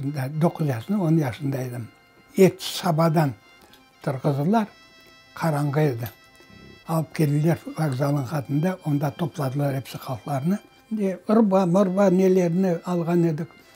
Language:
Crimean Tatar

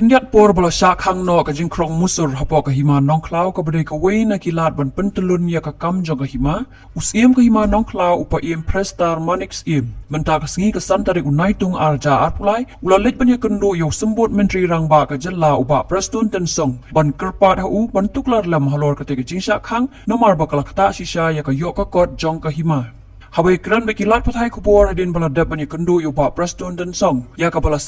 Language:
Khasi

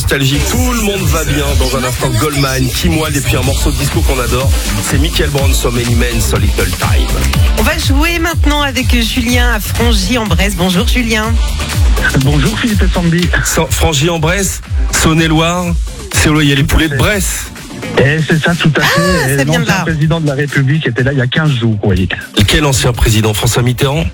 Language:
French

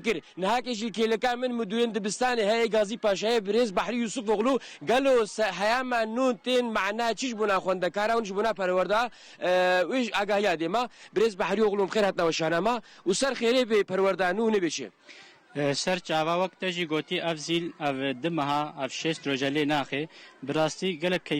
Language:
Kurdish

